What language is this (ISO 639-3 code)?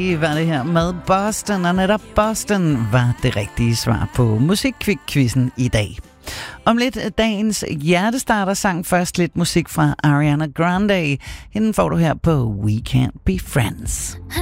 dan